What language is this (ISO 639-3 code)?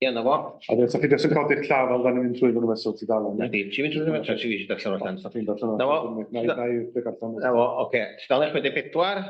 cym